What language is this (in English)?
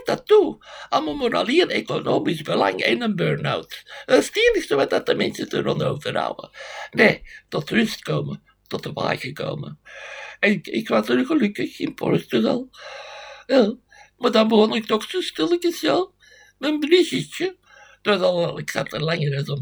Dutch